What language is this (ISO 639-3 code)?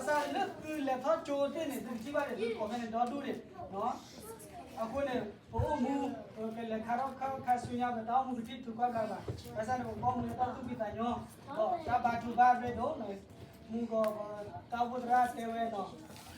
ksw